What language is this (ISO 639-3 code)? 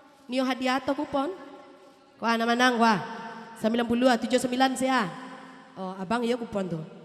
min